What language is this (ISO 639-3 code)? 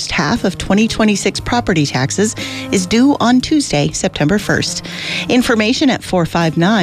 eng